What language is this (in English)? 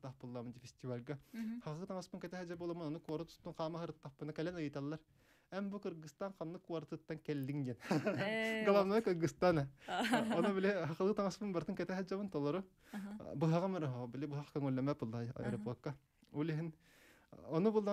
Yakut